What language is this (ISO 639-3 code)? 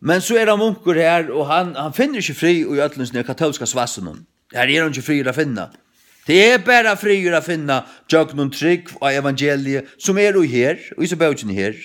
fao